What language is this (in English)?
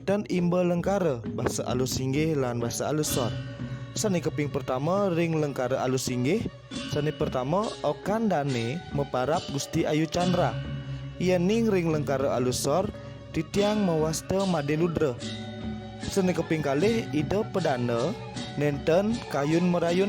Balinese